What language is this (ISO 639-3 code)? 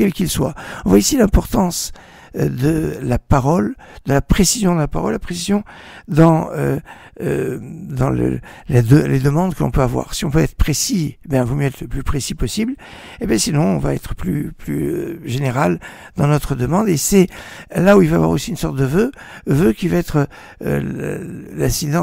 fra